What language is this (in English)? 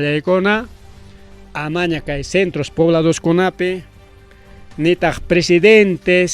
Ayacucho Quechua